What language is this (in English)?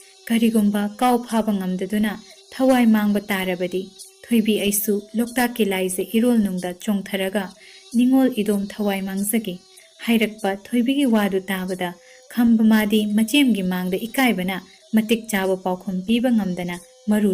Manipuri